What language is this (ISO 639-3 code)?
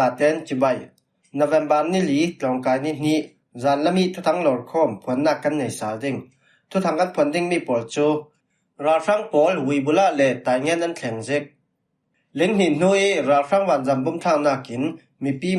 cfm